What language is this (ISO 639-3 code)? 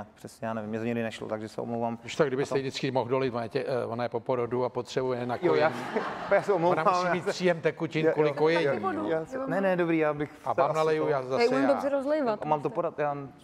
ces